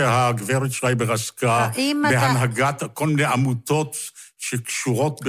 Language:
Hebrew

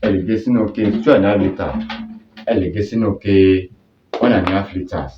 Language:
Yoruba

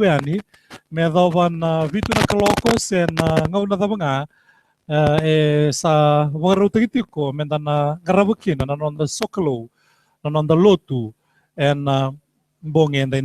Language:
Fijian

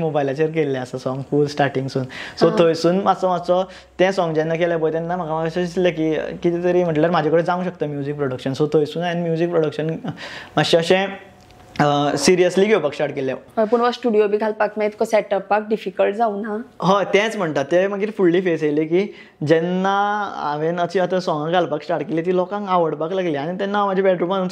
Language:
Konkani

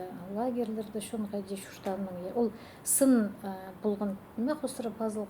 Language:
Khakas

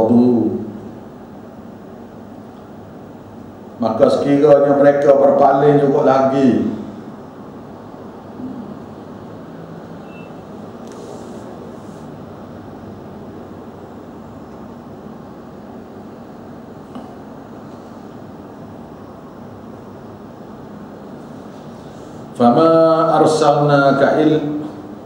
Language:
Malay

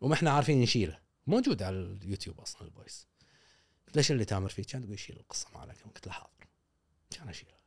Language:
Gulf Arabic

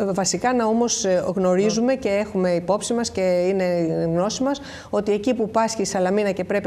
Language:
Greek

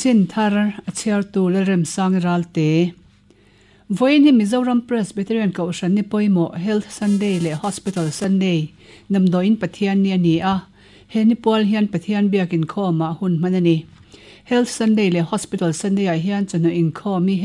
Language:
Mizo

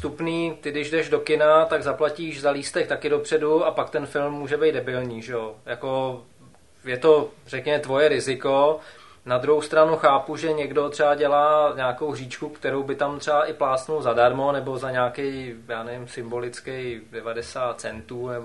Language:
Czech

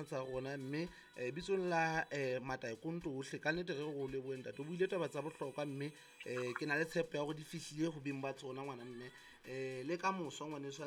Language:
Southern Sotho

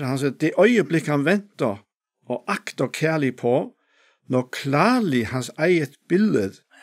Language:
Faroese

